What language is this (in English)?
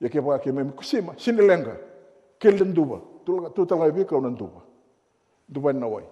Fijian